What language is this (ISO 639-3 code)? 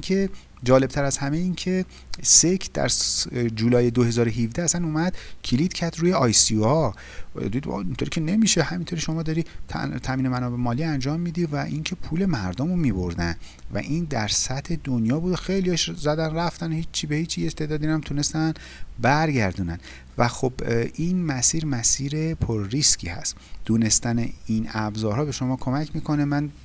fas